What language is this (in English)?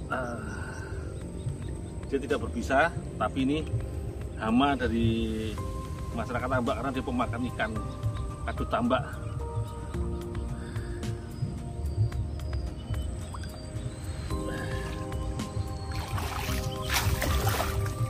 Indonesian